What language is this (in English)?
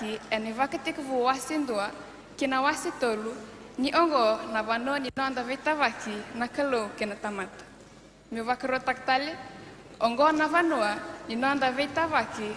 Fijian